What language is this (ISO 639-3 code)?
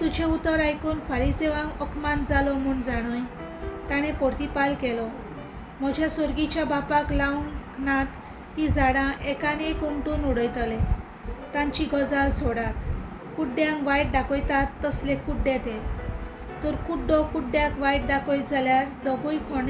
kok